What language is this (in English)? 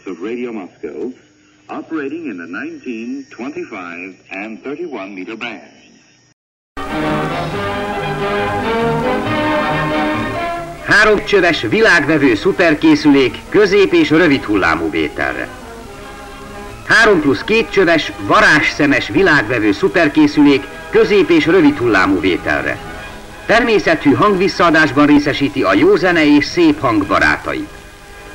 Hungarian